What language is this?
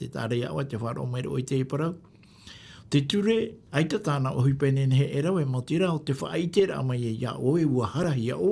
Tahitian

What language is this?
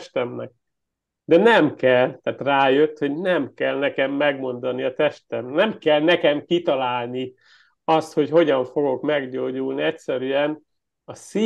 Hungarian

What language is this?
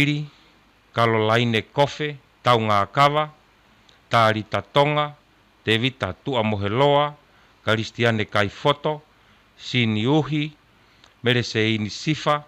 Tongan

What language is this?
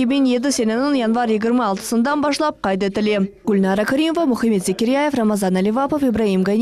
Crimean Tatar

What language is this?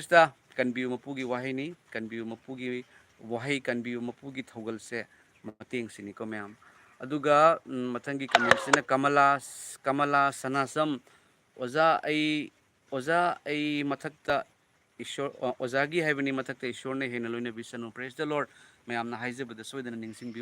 Manipuri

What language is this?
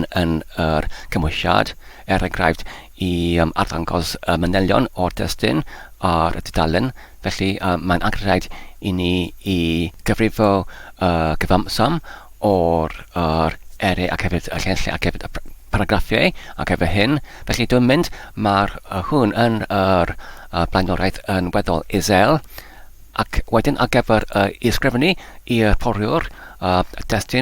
Welsh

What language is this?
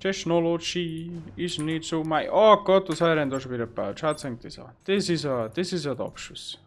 Bavarian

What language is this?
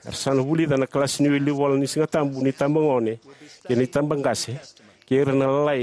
Fijian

